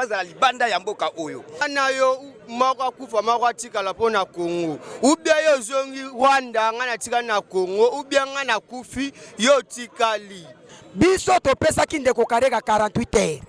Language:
Lingala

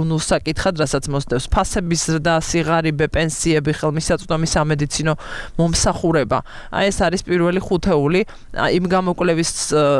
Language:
Georgian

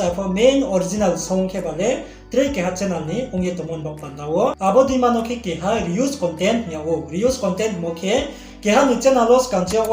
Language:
Riang (India)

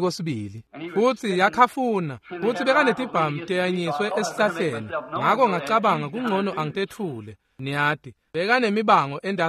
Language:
Swati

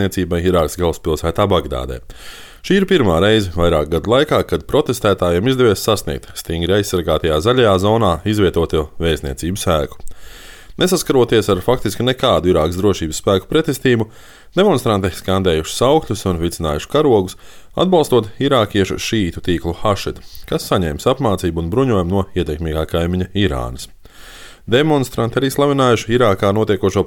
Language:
Latvian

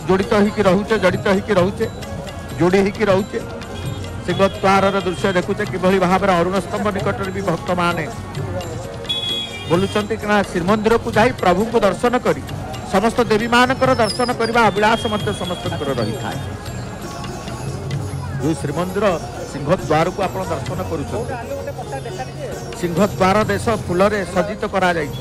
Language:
Odia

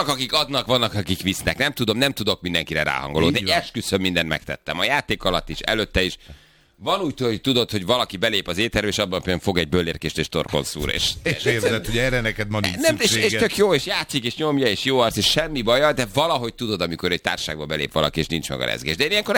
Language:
Hungarian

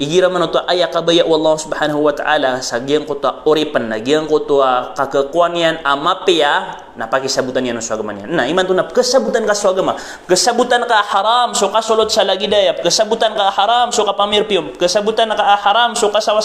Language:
Maranao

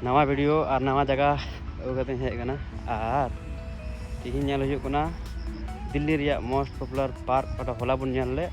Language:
Santali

